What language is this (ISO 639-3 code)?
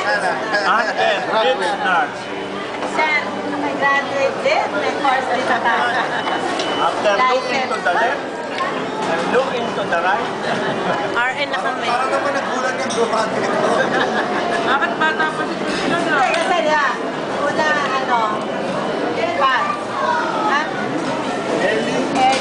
fil